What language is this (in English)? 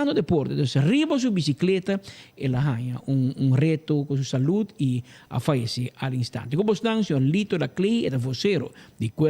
Papiamento